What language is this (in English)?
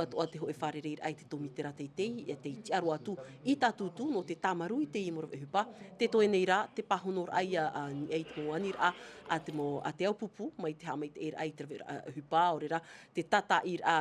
Tahitian